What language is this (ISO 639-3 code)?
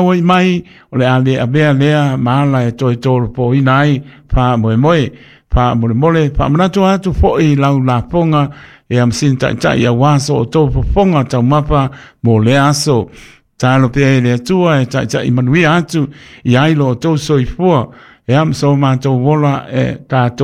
smo